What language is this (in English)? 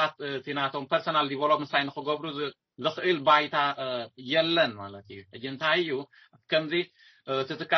Tigrinya